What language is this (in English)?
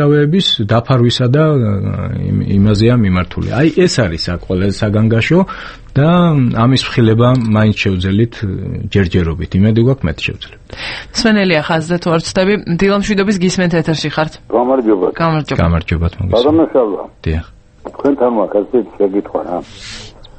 Georgian